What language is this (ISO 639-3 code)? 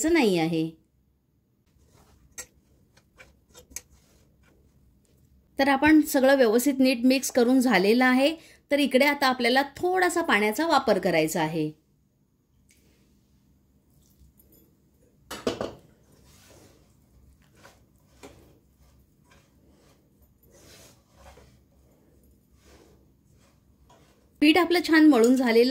mar